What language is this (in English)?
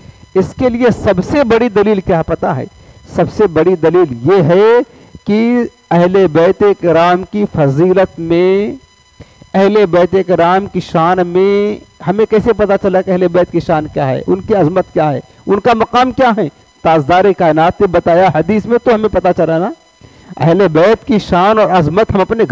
Urdu